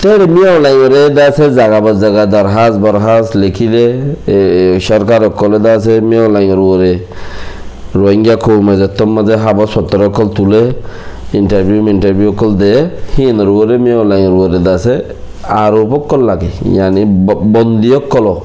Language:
Rohingya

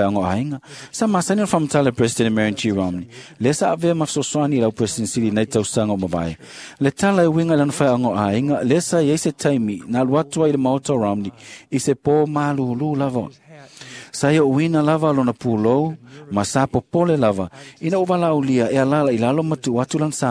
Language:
Samoan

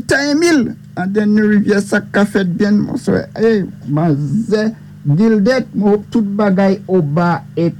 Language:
Saint Lucian Creole French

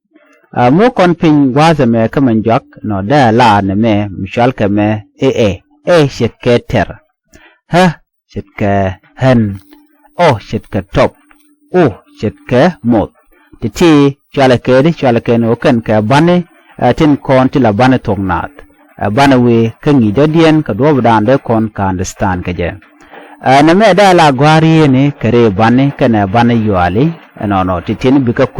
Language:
Nuer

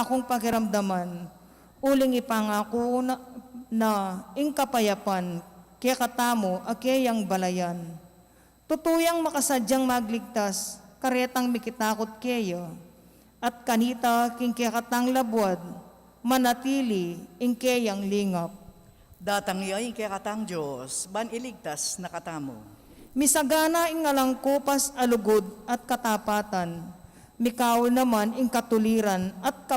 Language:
Pampanga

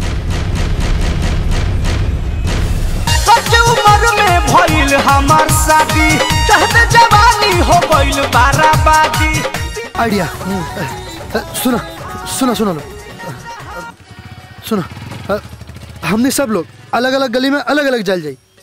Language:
Bhojpuri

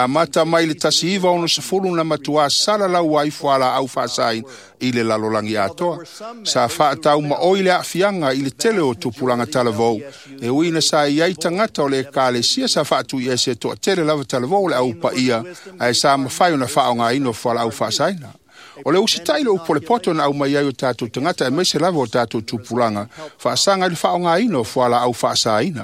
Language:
Samoan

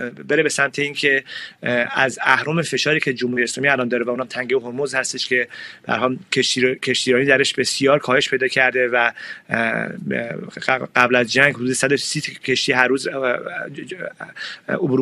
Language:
Persian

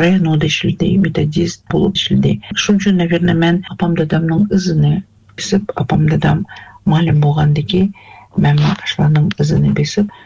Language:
Kazakh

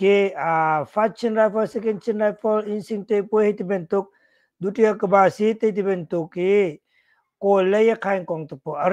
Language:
Hakha Chin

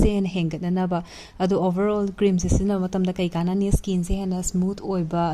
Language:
Manipuri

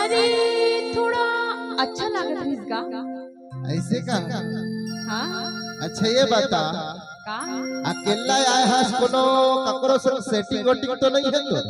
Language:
Chhattisgarhi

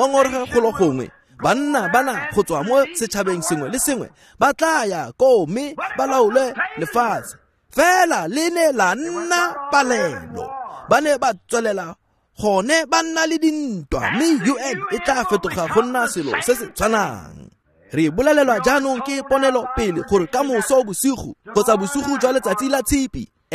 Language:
Tswana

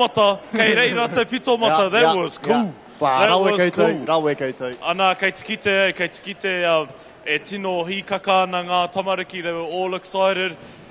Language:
Māori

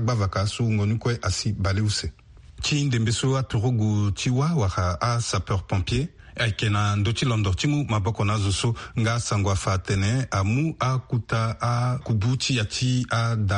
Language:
Sango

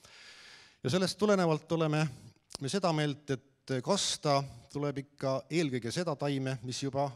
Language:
Estonian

